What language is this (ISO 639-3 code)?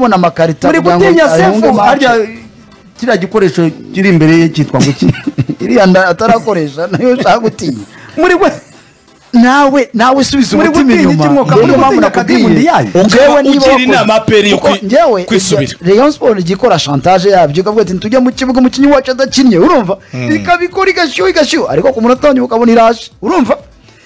kin